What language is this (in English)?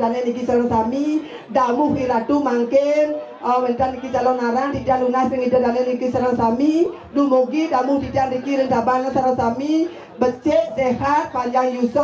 Balinese